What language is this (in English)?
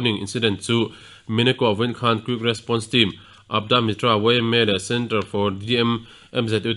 Mizo